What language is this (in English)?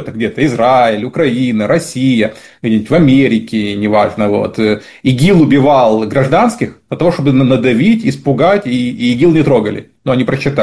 Russian